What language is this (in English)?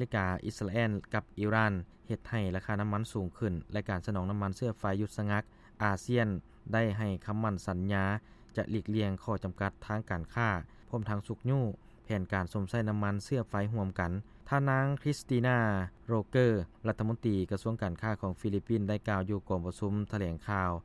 Lao